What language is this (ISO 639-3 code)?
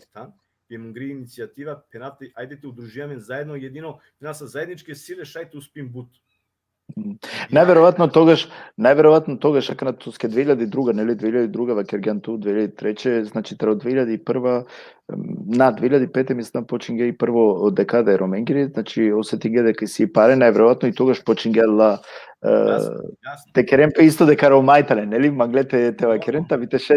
rmn